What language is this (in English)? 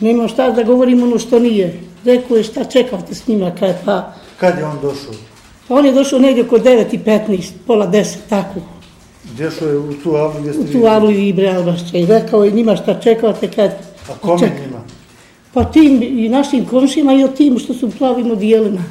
Serbian